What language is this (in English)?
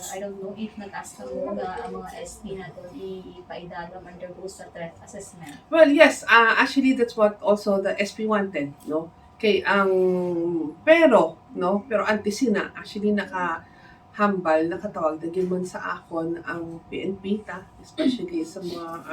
Hiligaynon